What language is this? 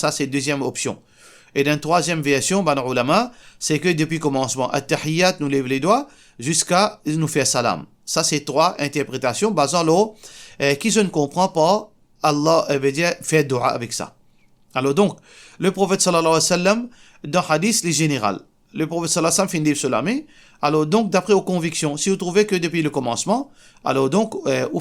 Morisyen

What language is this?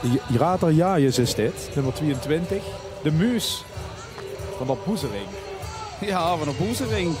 Limburgish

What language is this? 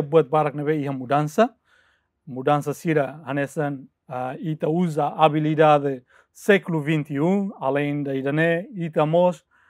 Tetum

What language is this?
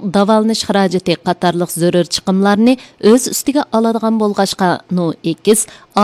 Uyghur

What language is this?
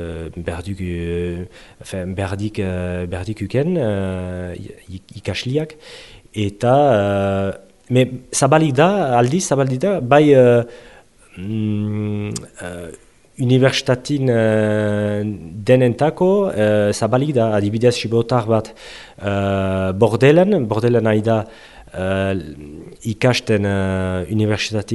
Basque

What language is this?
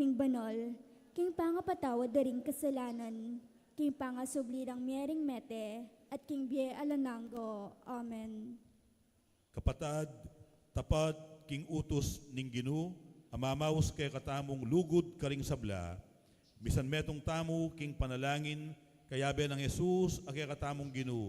Pampanga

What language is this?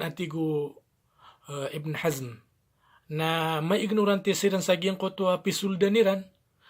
Maranao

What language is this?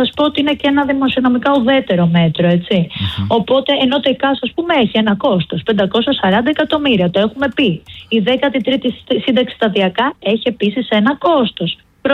Greek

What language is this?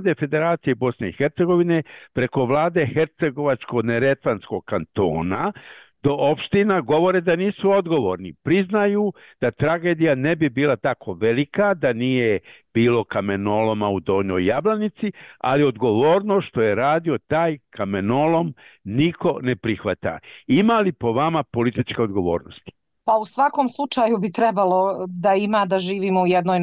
Bosnian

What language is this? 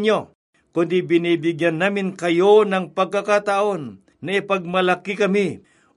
Filipino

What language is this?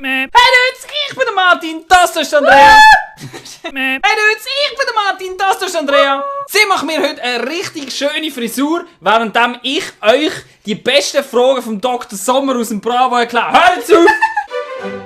Swiss German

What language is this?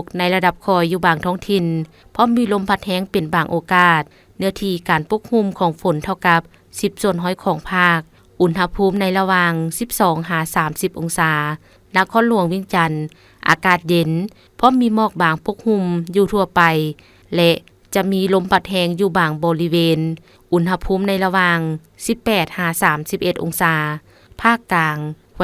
Lao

